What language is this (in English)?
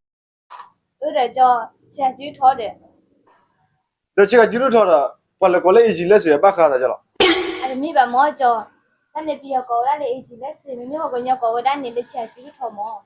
S'gaw Karen